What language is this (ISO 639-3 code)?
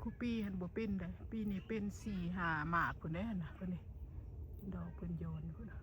tts